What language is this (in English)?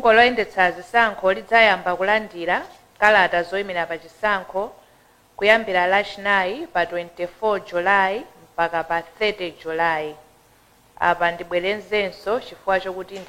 Nyanja